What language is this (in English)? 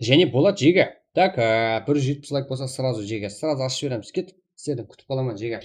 Kara-Kalpak